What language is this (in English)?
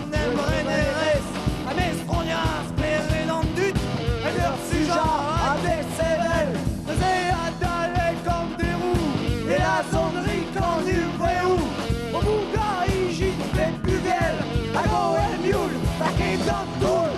Breton